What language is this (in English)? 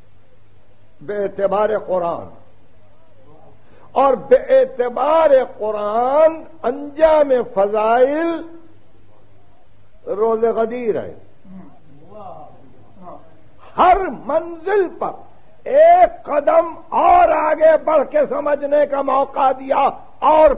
Urdu